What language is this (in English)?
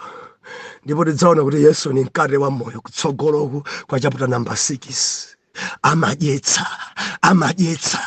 Nyanja